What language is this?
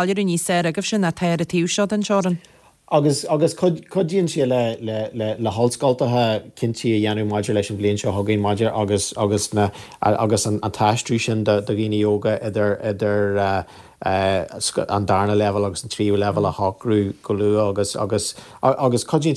Irish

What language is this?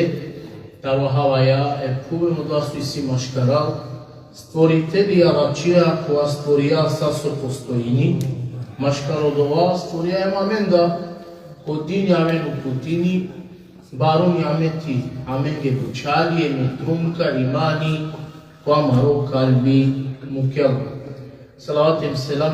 Balkan Romani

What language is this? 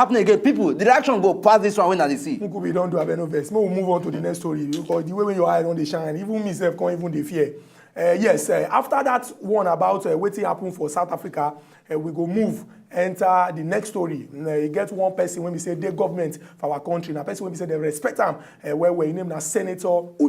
Nigerian Pidgin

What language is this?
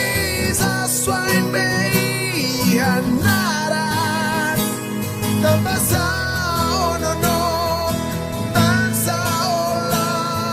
Tetum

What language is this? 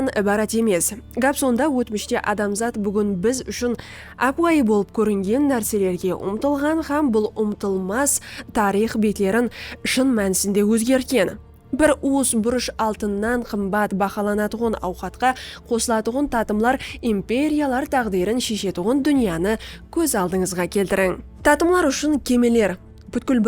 Kara-Kalpak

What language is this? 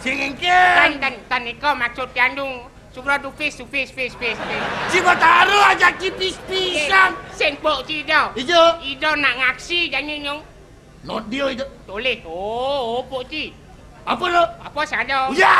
Balinese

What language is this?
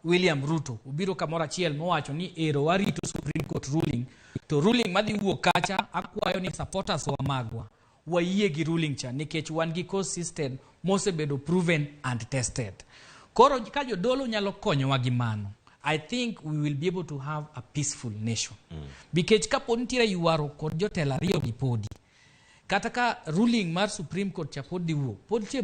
Luo (Kenya and Tanzania)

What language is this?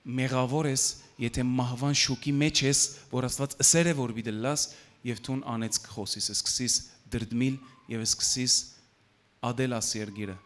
Western Armenian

